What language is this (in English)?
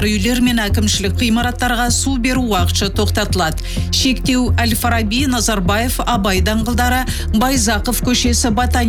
Kazakh